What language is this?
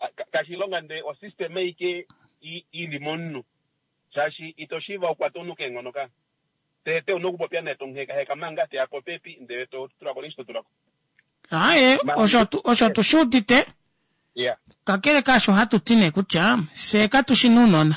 Kuanyama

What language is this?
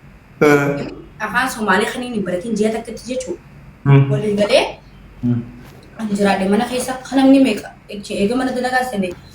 Oromo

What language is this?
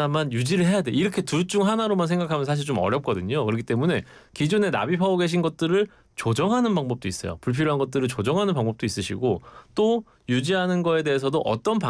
Korean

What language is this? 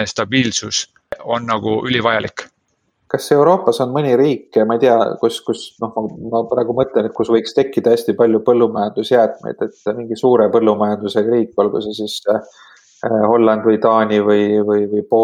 Estonian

